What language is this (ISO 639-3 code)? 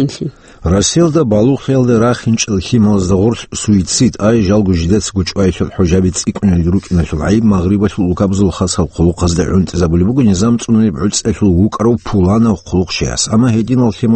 ava